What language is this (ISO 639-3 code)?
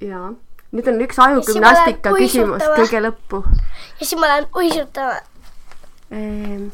est